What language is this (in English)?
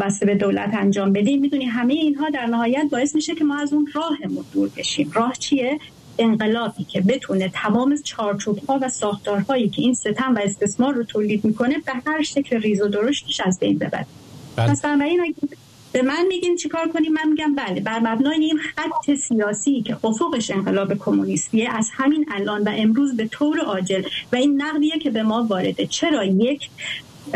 Persian